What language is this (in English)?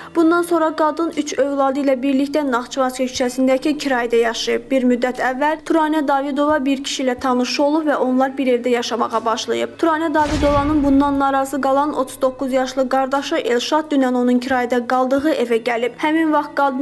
Azerbaijani